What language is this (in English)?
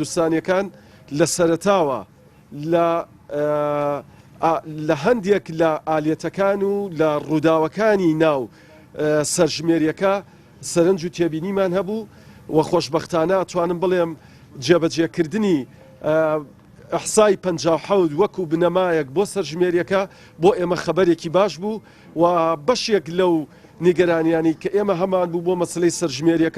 Central Kurdish